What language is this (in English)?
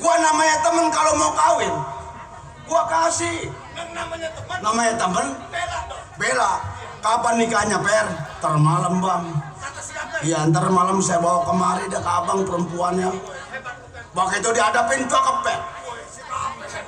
Betawi